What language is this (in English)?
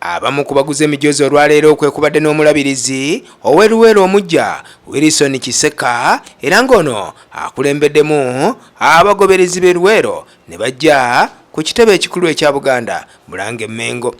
Ganda